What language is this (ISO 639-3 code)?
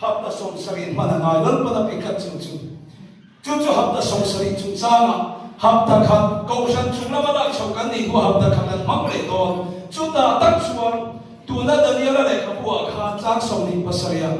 lus